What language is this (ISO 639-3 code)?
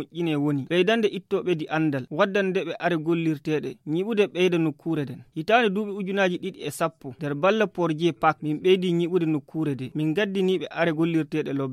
ful